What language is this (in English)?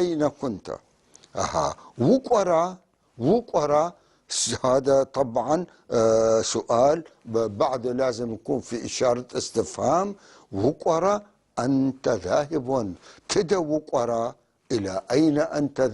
North Levantine Arabic